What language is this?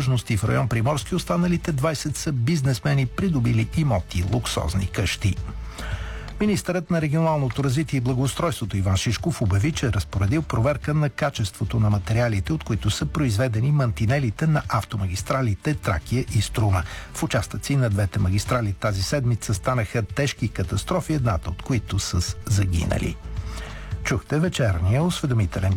Bulgarian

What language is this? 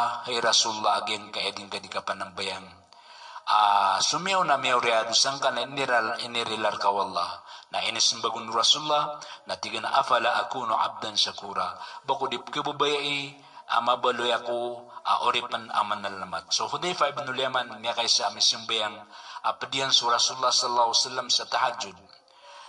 Maranao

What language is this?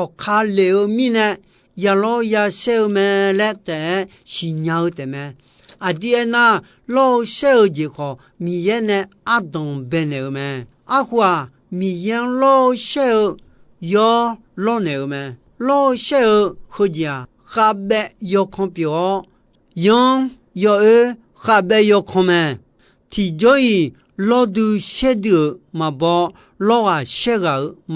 Akha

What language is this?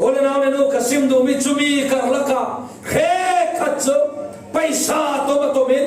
Falam Chin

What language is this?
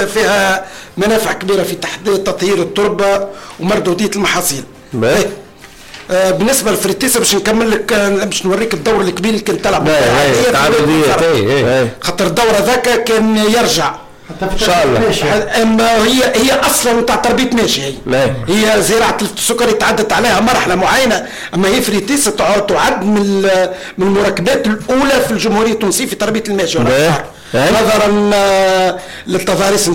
Tunisian Arabic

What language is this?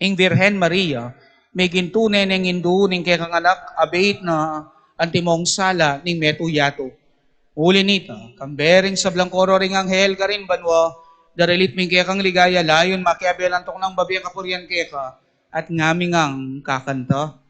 Pampanga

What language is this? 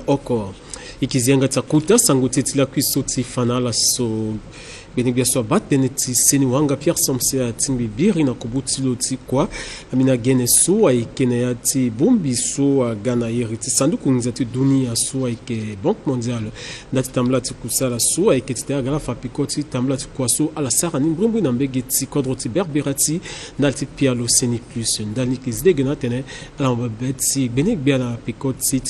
Sango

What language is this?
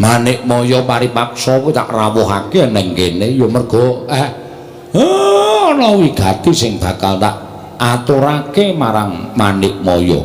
Javanese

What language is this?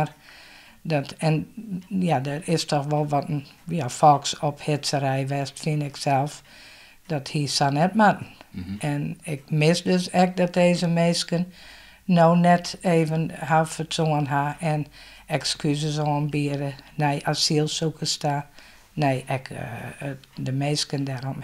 Western Frisian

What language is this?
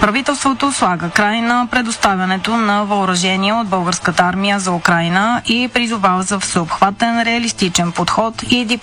Bulgarian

